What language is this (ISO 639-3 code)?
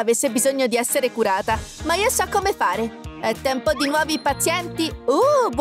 ita